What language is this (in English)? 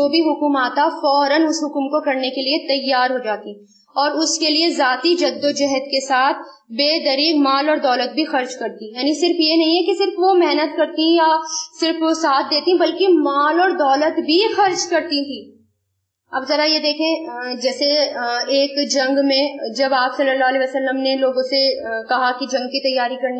Urdu